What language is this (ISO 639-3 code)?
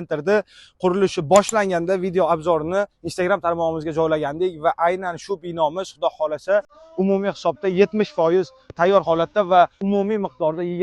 uzb